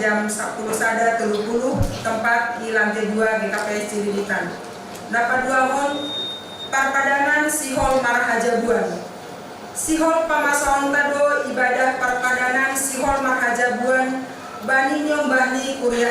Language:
Batak Simalungun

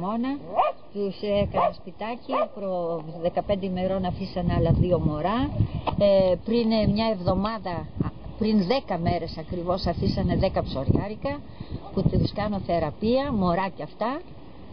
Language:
Greek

